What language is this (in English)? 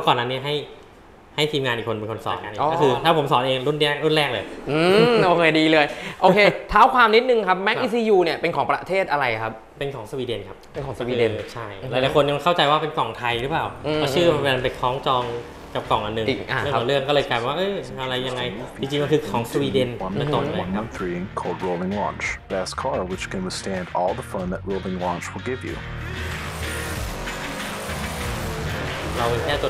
Thai